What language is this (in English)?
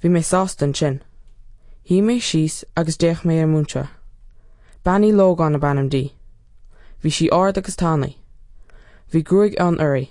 Irish